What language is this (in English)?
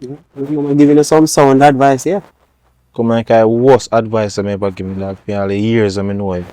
Jamaican Creole English